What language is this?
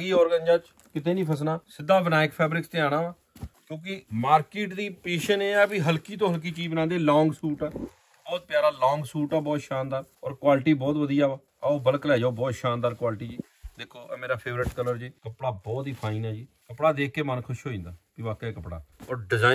Punjabi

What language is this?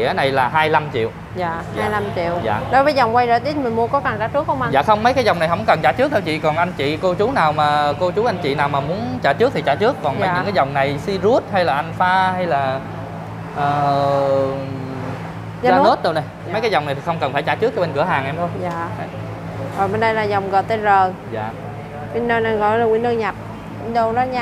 Vietnamese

